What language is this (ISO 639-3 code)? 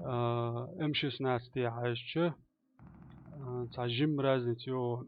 che